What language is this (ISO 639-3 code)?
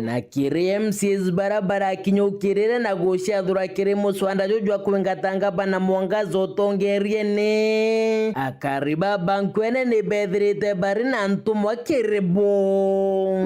mer